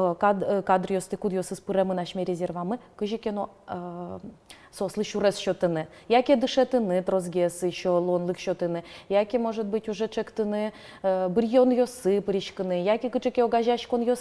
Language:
Udmurt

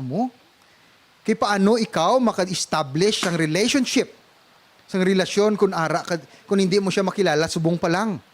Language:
Hiligaynon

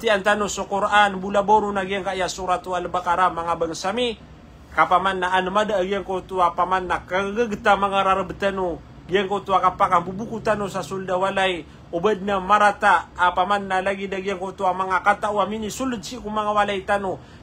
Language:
Maranao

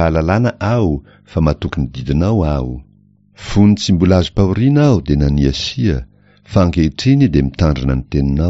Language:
Malagasy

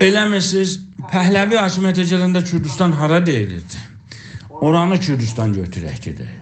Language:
South Azerbaijani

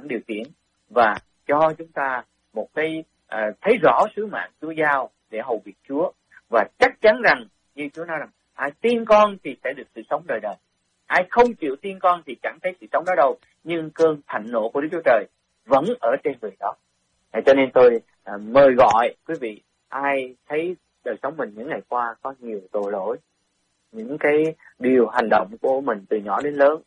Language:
Vietnamese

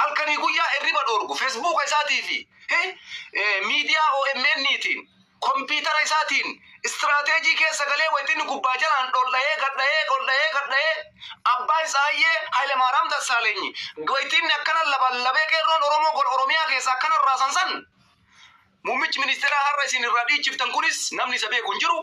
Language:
Oromo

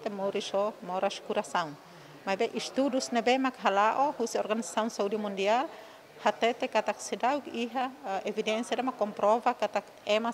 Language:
Tetum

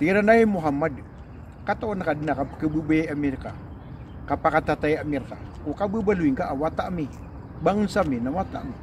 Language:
Maranao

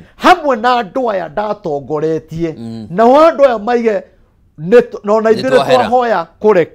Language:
Kikuyu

